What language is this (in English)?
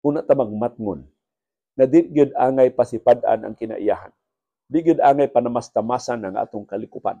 Cebuano